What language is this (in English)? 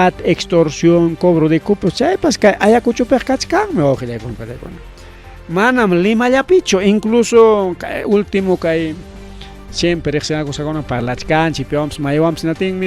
Ayacucho Quechua